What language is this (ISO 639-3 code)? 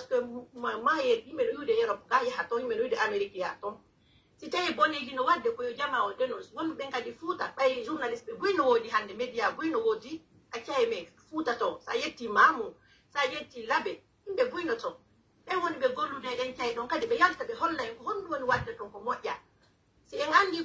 fuf